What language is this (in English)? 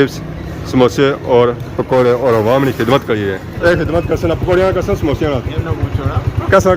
Pahari-Potwari